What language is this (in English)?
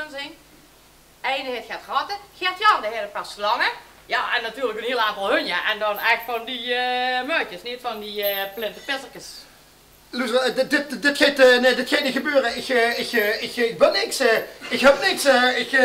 Limburgish